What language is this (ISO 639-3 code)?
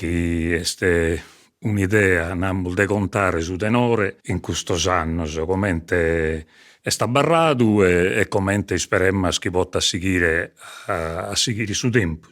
srd